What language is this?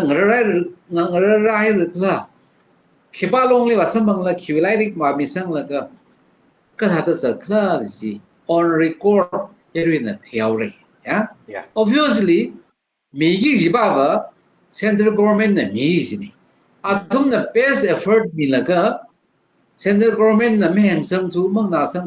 Tangkhul Naga (India)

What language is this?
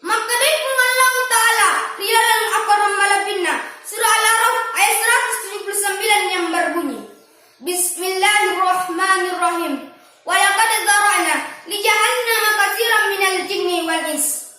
Buginese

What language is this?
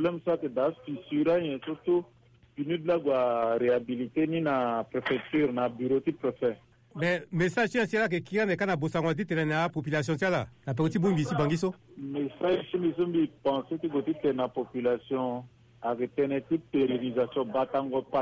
Sango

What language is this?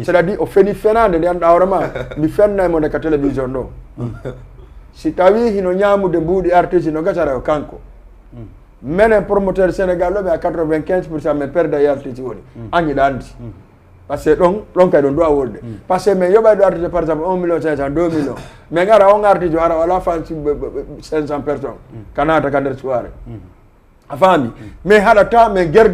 Fula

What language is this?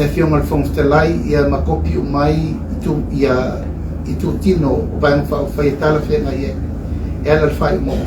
Samoan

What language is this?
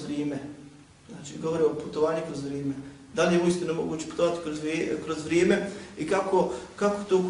Bosnian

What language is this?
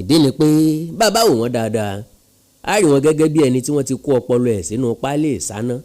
Yoruba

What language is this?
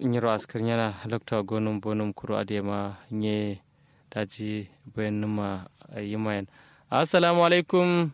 Kanuri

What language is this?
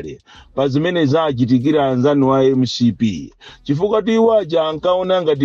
Nyanja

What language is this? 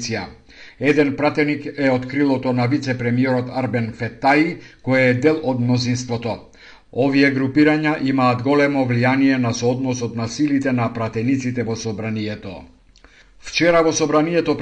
Macedonian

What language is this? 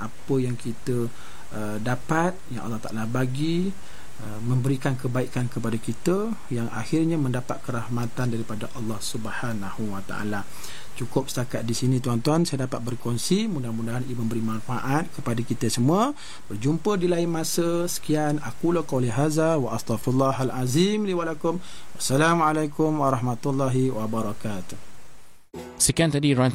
Malay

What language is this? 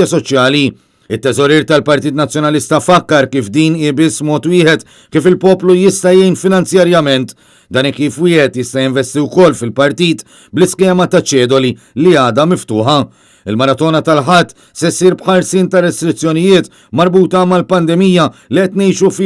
Maltese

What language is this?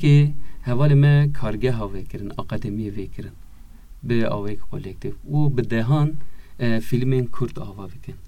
Kurdish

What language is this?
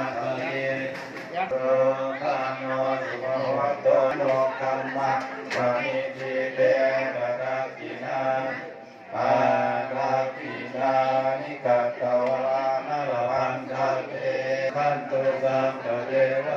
Pali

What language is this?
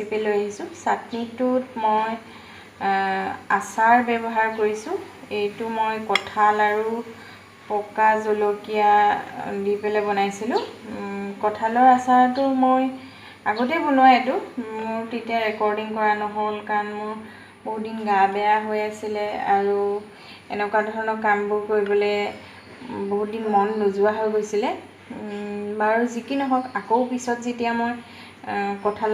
Assamese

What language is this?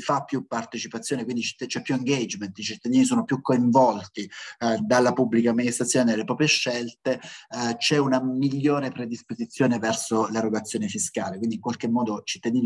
Italian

